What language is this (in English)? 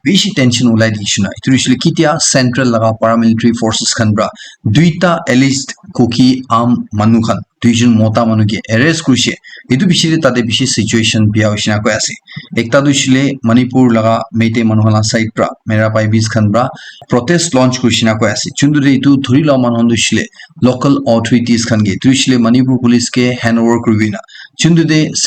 Naga Pidgin